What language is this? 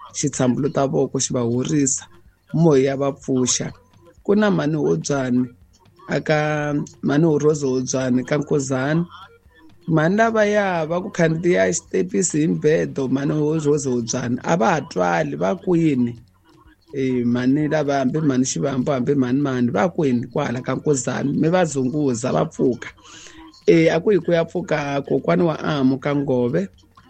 Tsonga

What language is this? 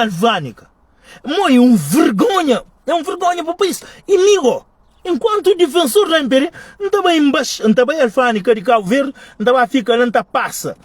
Kabuverdianu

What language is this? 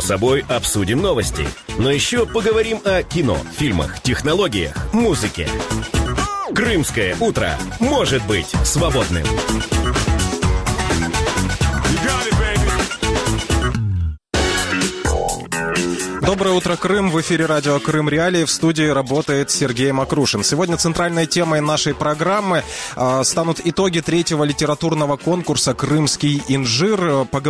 Russian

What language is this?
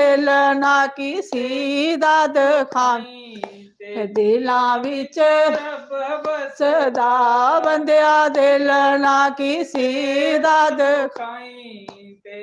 Dogri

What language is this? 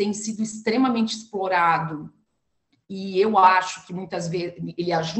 Portuguese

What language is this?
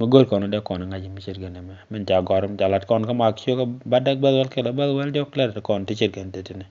Nuer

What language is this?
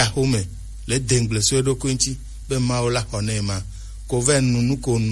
Gen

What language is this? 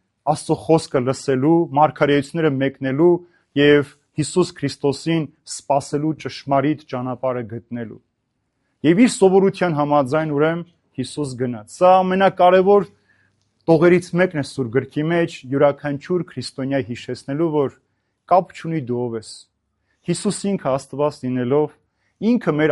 Armenian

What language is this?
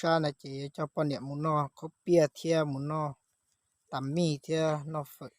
Hmong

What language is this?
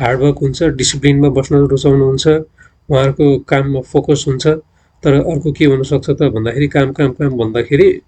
Nepali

